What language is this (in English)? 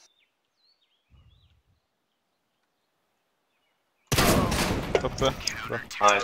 Swedish